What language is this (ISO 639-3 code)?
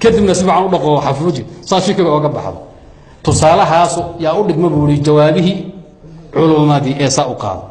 som